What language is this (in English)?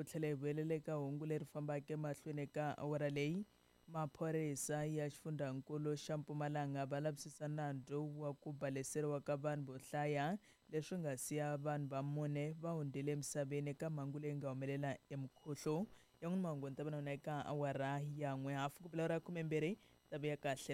Tsonga